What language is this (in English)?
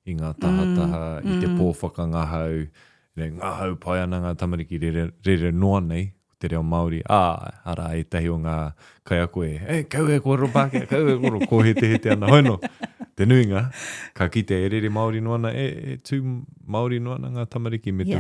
Māori